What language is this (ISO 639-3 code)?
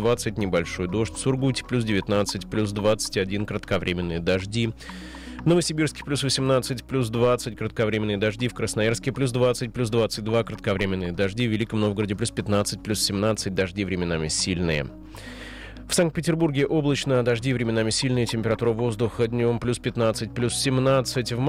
rus